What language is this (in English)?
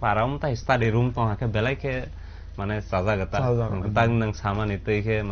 Kok Borok